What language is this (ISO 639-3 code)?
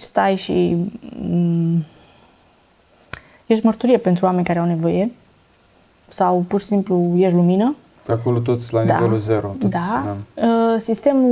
ron